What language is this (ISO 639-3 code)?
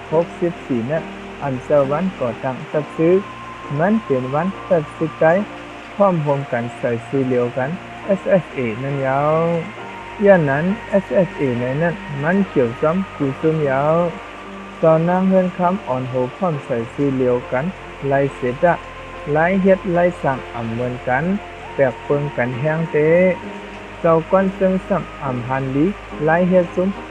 shn